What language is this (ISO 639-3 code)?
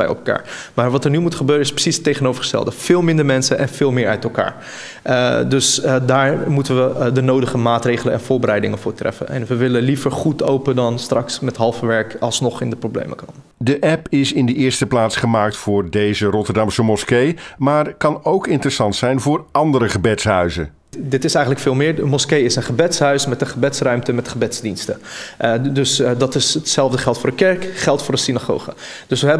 nld